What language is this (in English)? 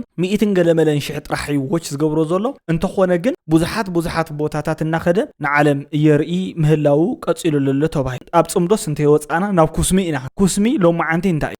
Tigrinya